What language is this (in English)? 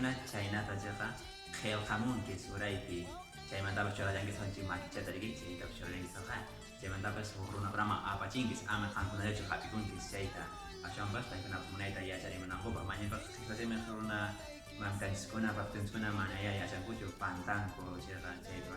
Quechua